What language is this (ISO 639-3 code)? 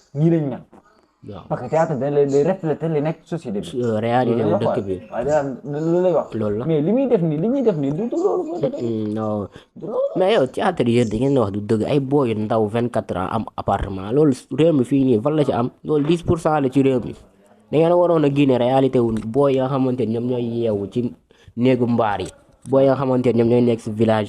wol